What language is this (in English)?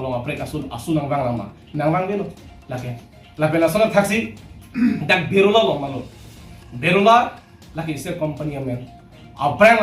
Karbi